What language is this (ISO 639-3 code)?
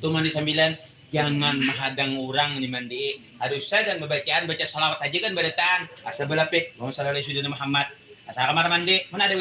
bjn